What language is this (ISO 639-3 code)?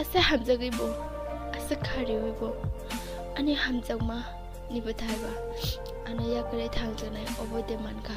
trp